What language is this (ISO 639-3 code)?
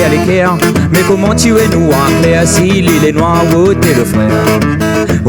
rcf